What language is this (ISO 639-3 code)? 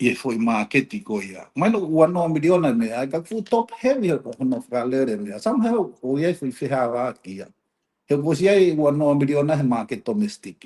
ton